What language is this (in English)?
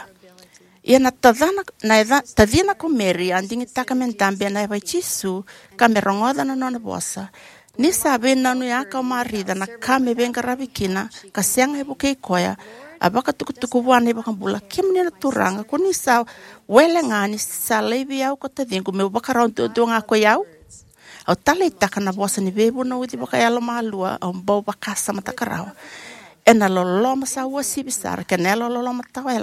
Fijian